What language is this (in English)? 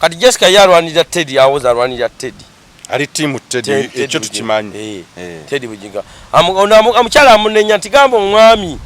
Ganda